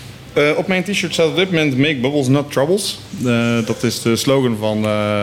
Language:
Dutch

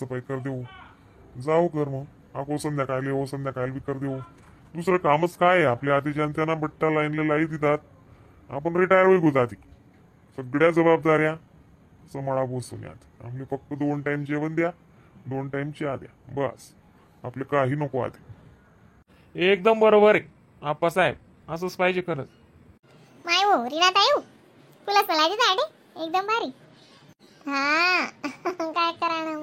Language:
Khandesi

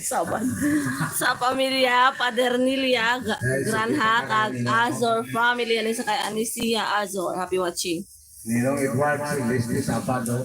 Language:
Hiligaynon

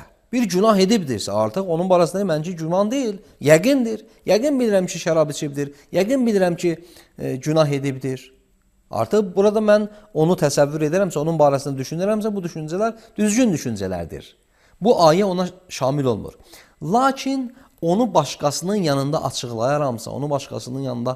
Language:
Azerbaijani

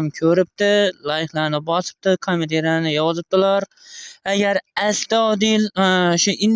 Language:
Uzbek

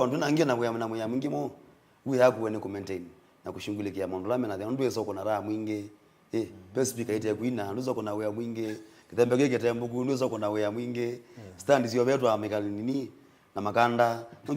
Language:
Kamba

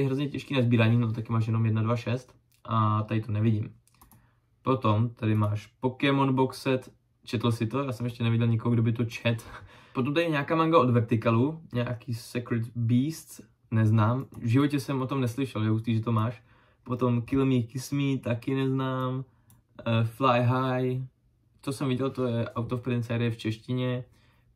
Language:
Czech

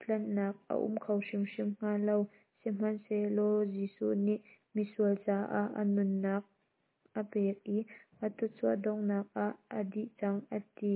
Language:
Hakha Chin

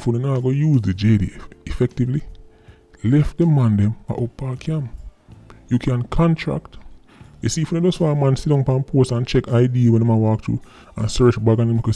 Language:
Jamaican Creole English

